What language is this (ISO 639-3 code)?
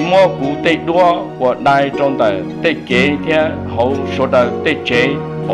hmn